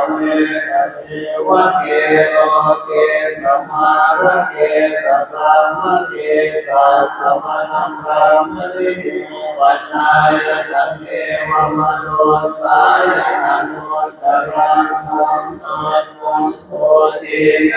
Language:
Pali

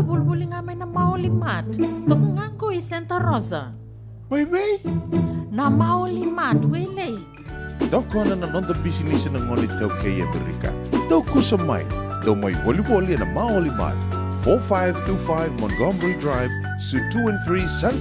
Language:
Fijian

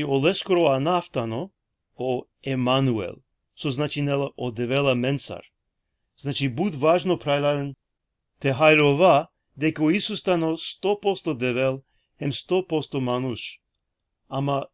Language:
Balkan Romani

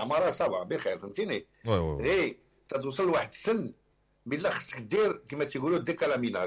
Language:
Moroccan Arabic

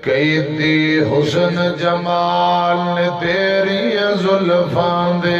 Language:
Western Panjabi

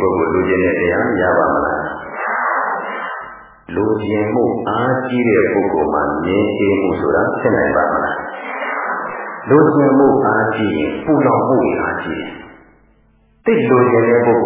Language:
Burmese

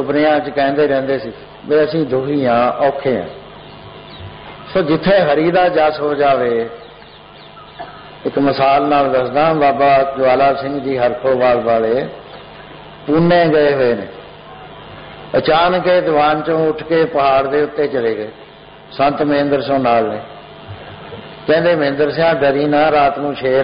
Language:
Punjabi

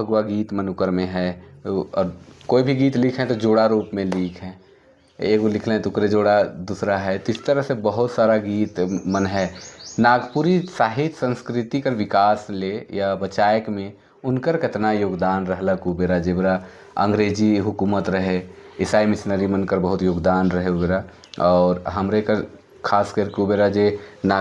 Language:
Sadri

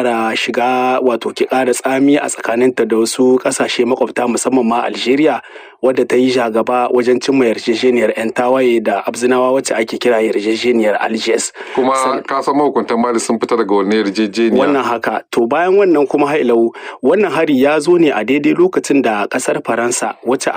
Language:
Hausa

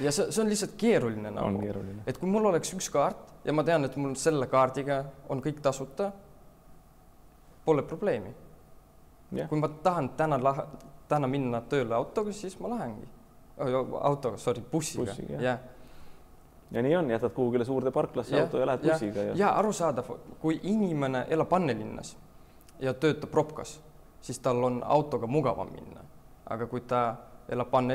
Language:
Estonian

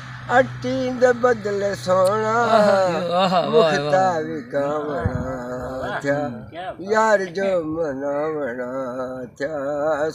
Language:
Saraiki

